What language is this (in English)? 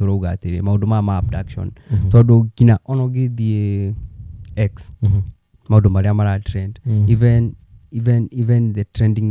Kikuyu